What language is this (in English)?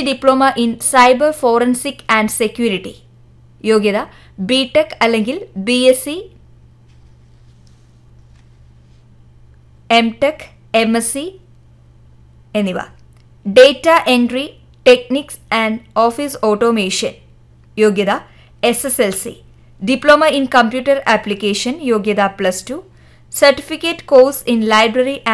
Malayalam